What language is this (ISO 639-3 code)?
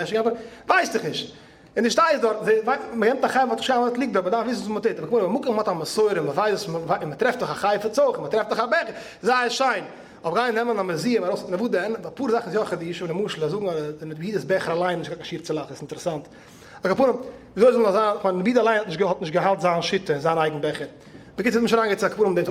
yid